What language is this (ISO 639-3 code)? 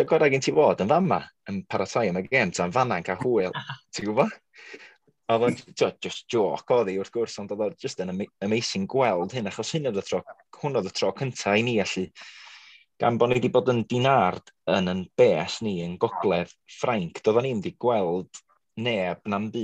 cym